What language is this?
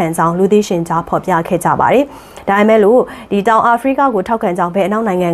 Burmese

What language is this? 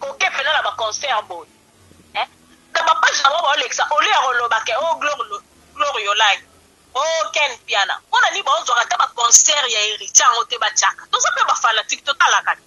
Lingala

